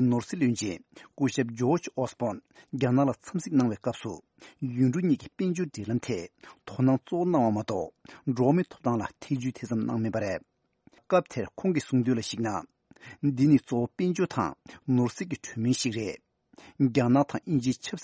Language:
Tibetan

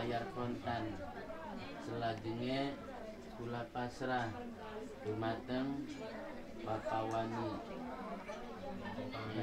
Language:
Javanese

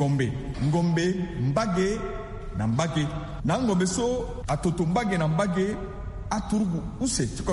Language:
Sango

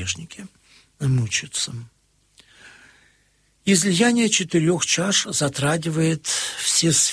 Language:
Russian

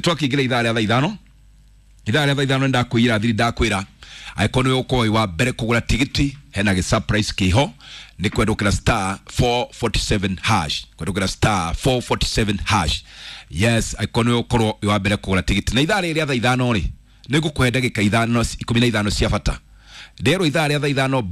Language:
Kikuyu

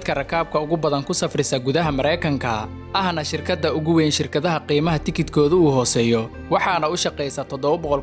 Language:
Somali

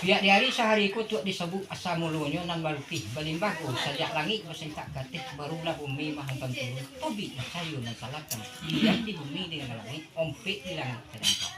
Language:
Minangkabau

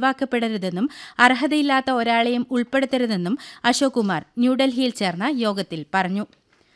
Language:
Malayalam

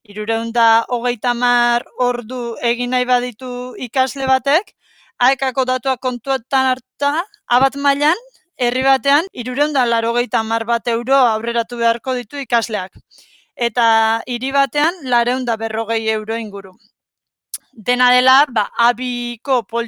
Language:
Basque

